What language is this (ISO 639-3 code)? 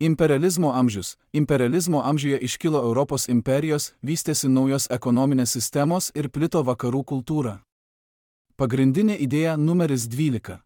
lit